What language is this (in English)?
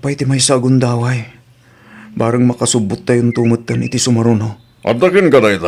Iloko